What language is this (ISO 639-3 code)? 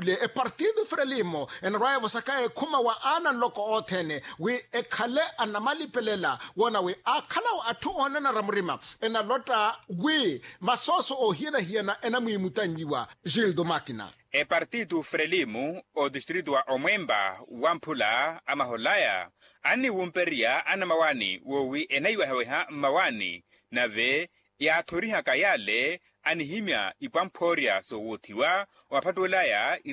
vmw